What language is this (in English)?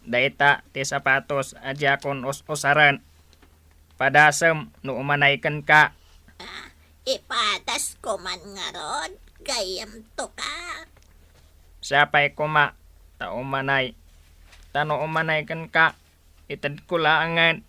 Iloko